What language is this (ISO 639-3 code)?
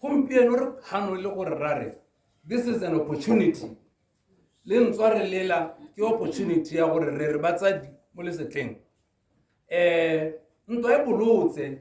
tsn